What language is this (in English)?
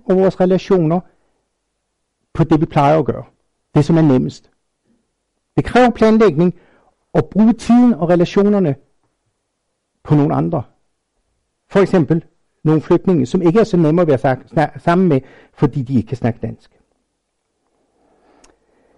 Danish